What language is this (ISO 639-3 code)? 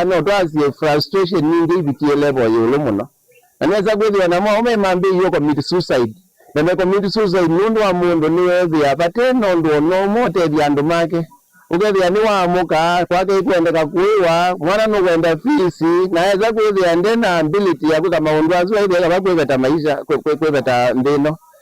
kam